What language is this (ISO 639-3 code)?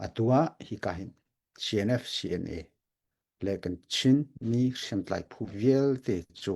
cnh